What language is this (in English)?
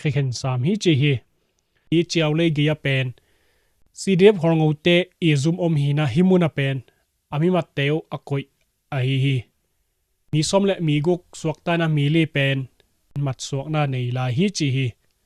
Tedim Chin